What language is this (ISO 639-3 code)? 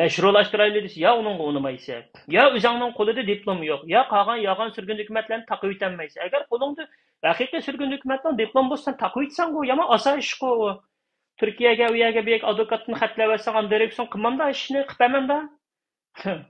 uig